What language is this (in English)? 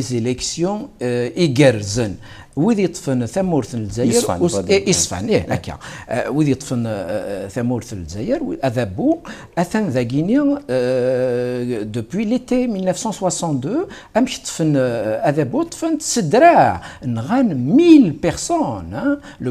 Kabyle